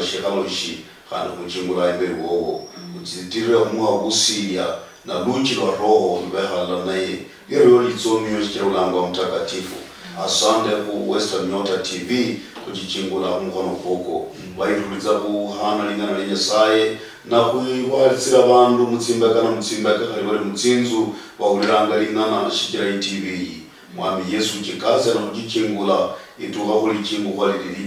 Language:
Luyia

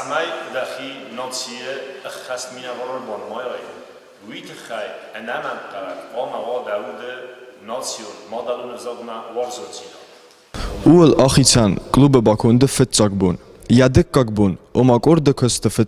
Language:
Ossetic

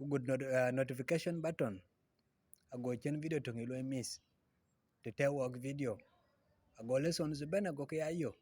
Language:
Dinka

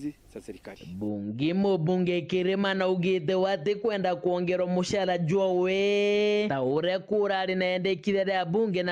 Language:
Meru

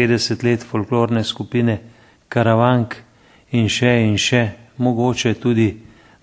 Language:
Slovenian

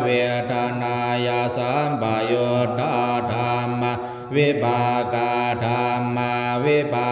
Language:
Pali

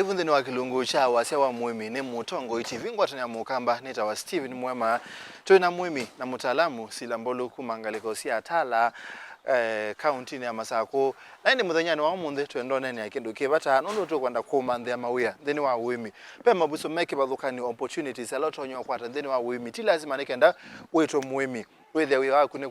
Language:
Kamba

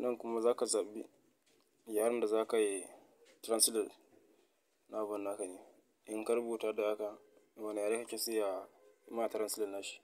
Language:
Hausa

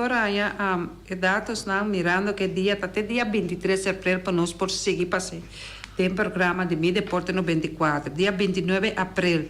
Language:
Papiamento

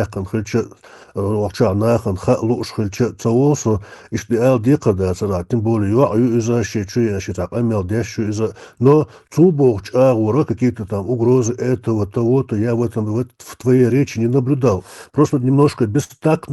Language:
Chechen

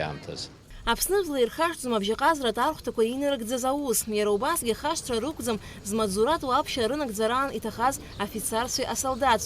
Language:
Abkhazian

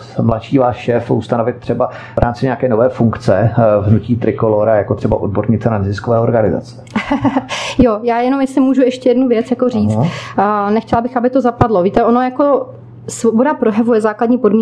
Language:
Czech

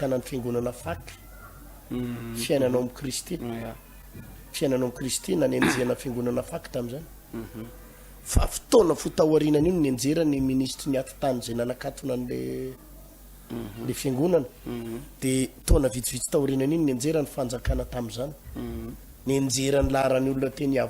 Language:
Malagasy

